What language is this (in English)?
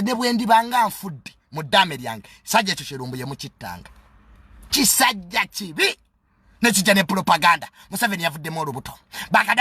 Ganda